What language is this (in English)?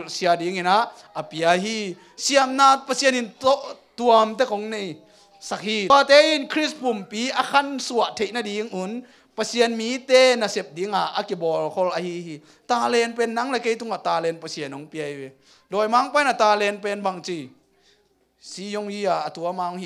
Tedim Chin